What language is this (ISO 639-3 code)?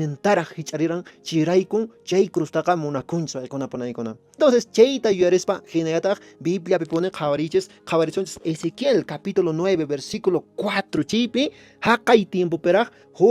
que